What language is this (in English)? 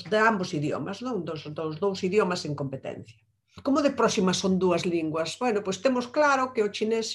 Galician